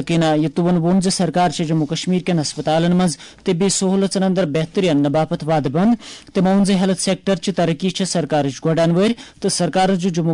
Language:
Kashmiri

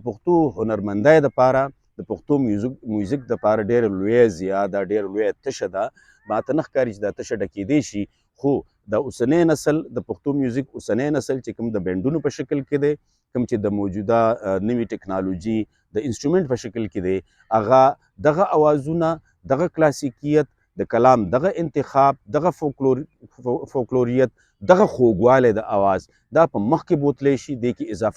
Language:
Pashto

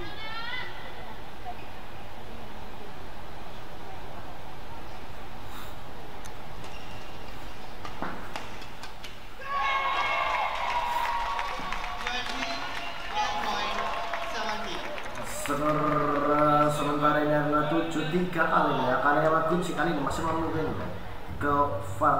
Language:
Indonesian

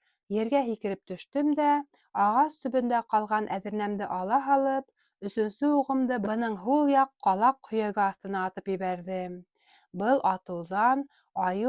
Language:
Bashkir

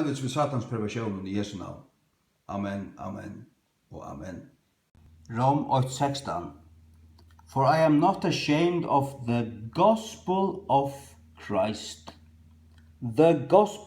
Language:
Faroese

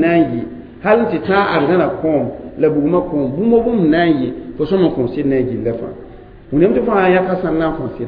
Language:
Mossi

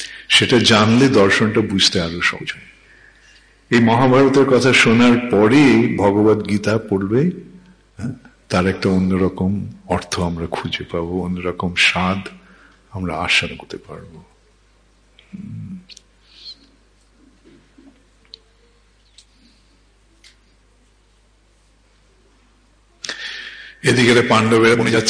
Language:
Bangla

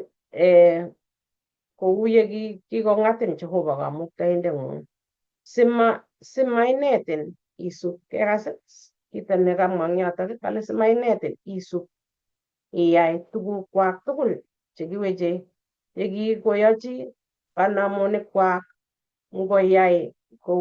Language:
Kalenjin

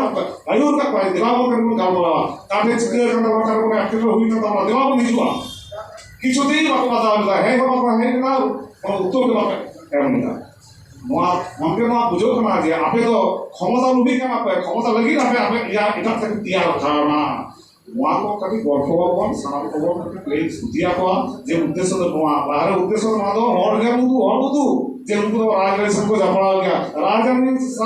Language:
Santali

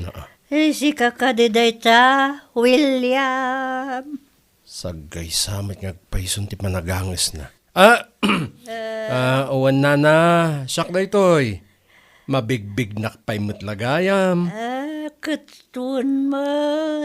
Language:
Iloko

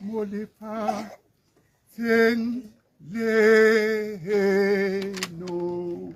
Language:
Tswana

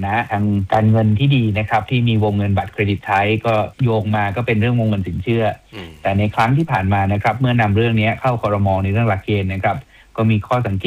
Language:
Thai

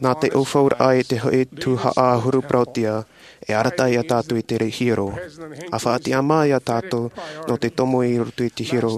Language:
Tahitian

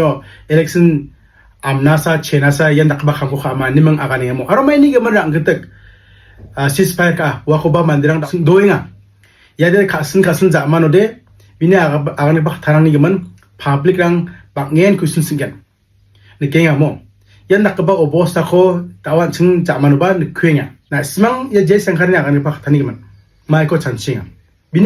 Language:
Garo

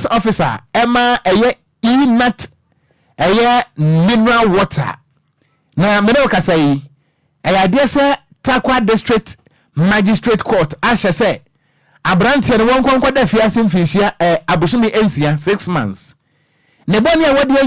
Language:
Akan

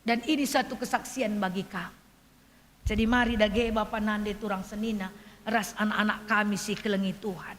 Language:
Batak Karo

